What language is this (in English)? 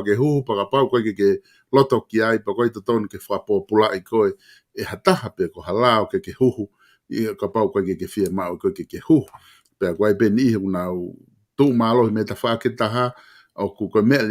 Tongan